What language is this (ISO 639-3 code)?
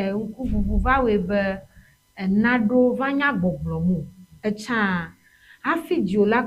ewe